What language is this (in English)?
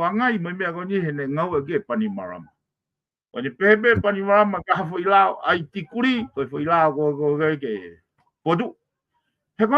Tongan